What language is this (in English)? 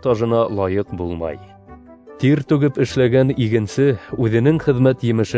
Bashkir